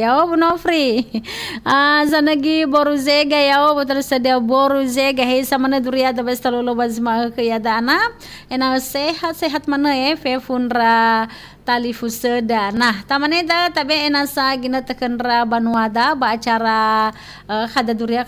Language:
Nias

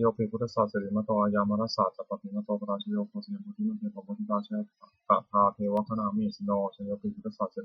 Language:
Pali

